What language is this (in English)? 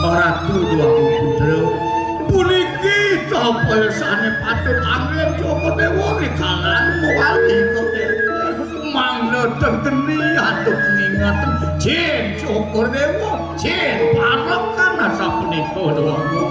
Balinese